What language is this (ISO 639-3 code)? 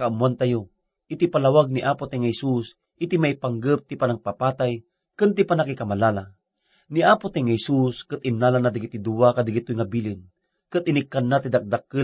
ilo